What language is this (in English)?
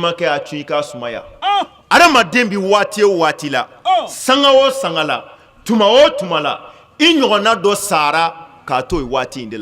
Bambara